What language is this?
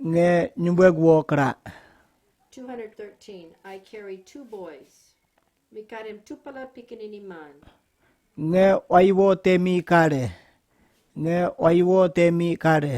Kamasau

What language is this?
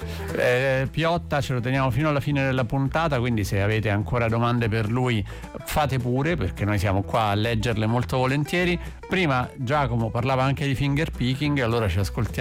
Italian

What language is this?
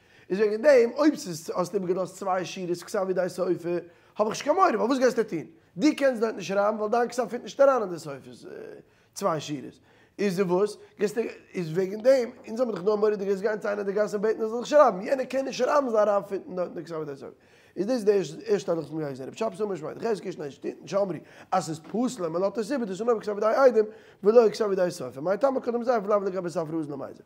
Yiddish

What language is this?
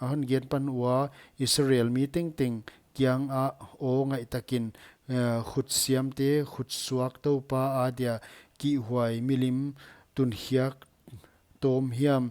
Paite Chin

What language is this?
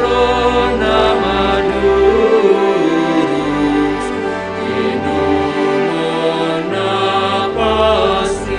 Batak Simalungun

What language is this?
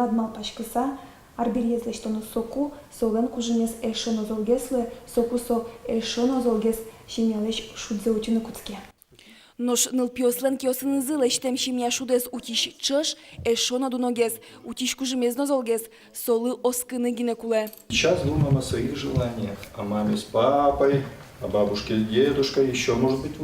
Udmurt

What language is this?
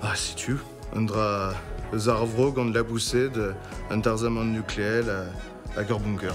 Breton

